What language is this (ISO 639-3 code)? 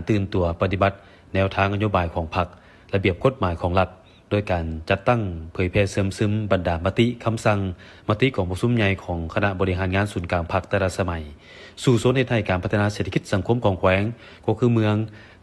lao